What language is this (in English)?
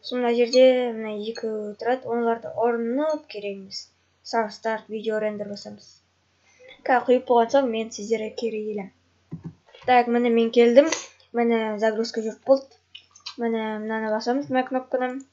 Kazakh